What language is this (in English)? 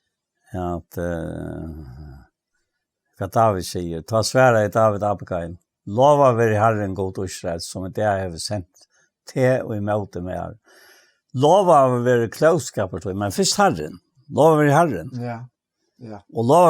Faroese